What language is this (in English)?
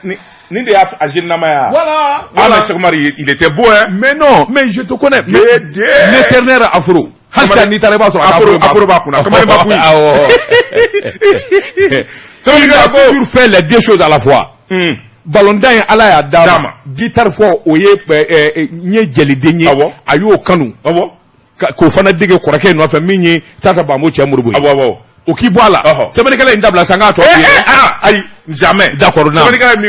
Bambara